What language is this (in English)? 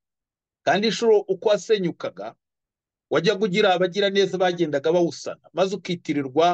Kinyarwanda